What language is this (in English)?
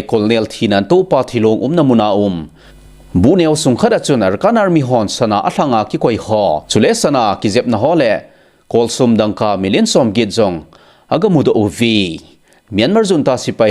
Thado Chin